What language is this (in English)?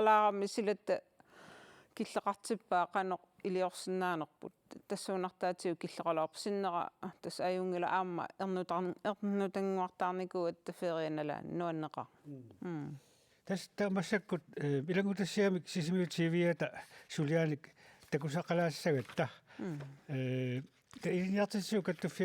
Kalaallisut